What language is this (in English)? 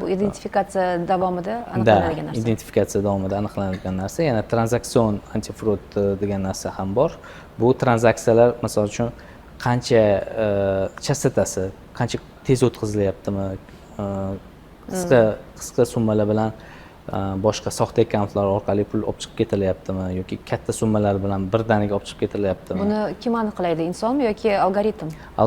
Uzbek